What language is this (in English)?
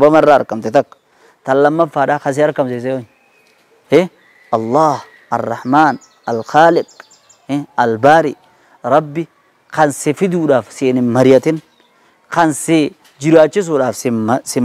Oromo